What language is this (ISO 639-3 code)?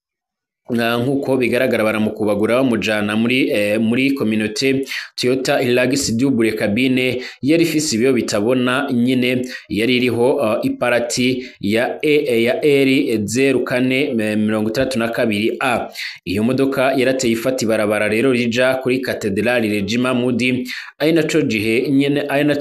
run